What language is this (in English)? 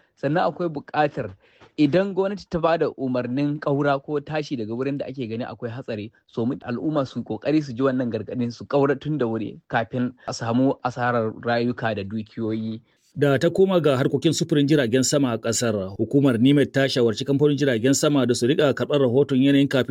Hausa